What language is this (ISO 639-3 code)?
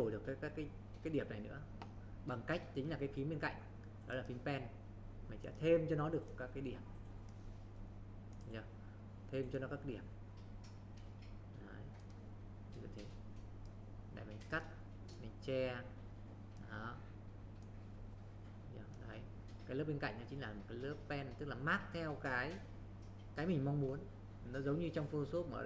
vie